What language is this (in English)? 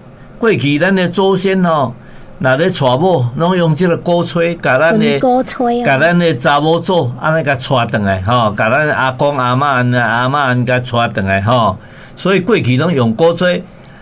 Min Nan Chinese